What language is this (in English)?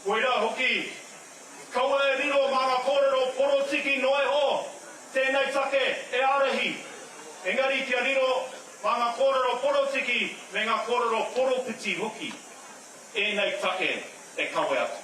Māori